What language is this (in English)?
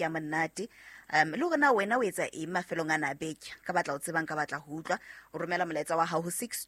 Southern Sotho